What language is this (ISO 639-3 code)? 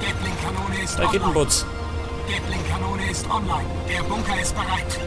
bar